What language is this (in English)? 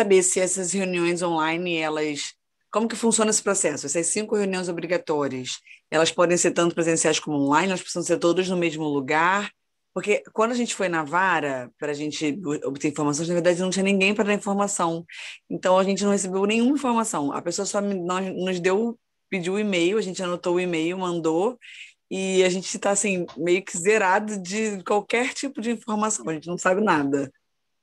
Portuguese